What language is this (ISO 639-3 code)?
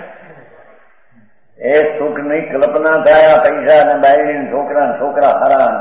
guj